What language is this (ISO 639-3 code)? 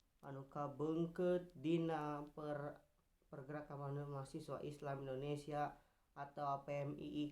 sun